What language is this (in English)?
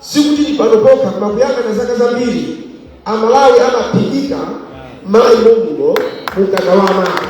Nyanja